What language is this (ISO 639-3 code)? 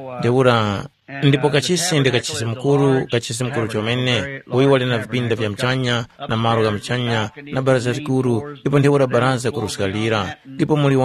tum